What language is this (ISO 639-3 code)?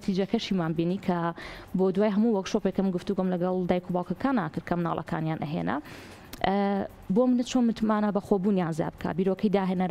ckb